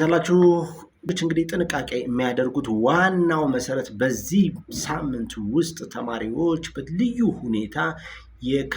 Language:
Amharic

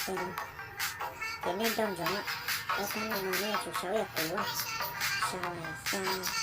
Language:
Hmong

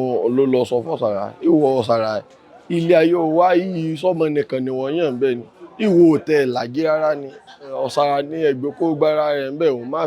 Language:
Yoruba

